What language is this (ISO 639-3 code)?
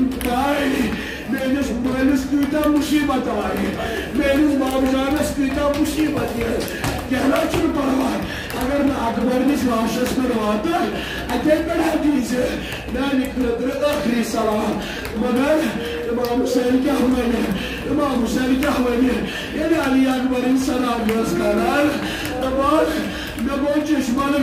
kas